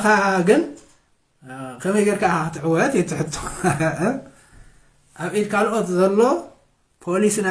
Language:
Tigrinya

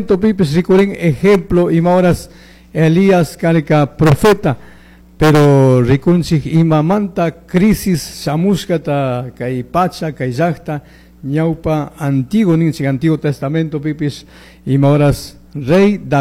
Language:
Chimborazo Highland Quichua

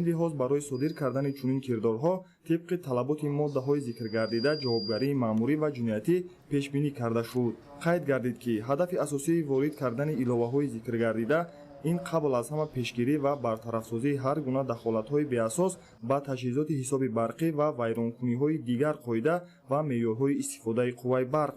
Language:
Tajik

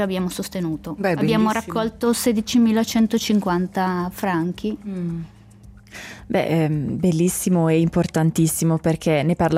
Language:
Italian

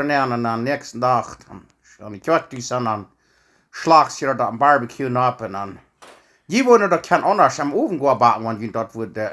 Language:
Plautdietsch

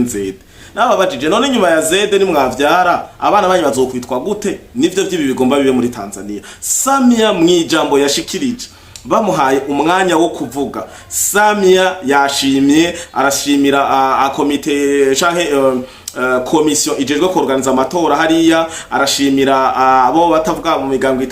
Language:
Rundi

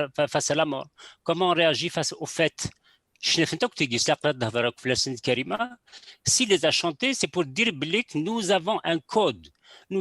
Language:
Kabyle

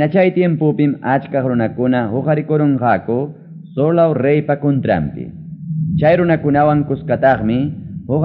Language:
Ayacucho Quechua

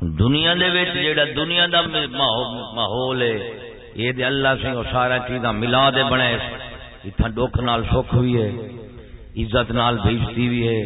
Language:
Saraiki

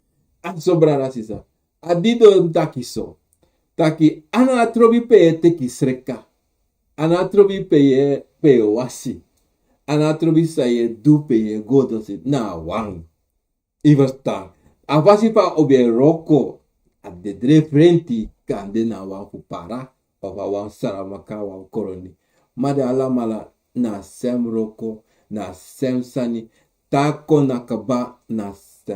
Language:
Sranan Tongo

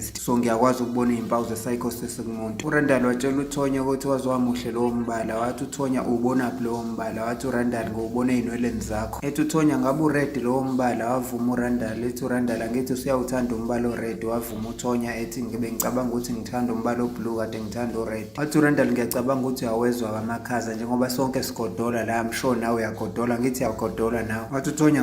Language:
Zulu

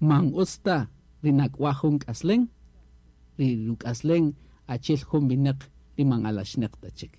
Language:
Kaqchikel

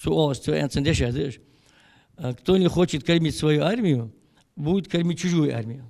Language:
Ingush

